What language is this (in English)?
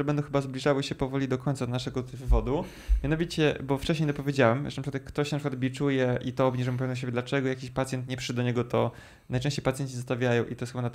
Polish